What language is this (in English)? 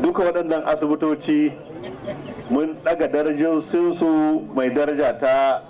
Hausa